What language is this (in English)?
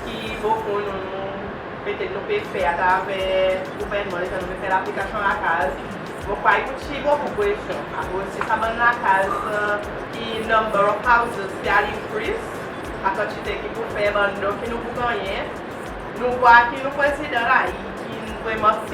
Seselwa Creole French